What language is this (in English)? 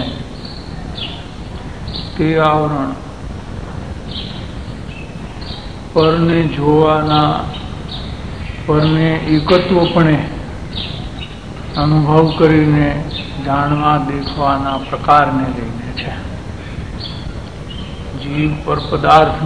Gujarati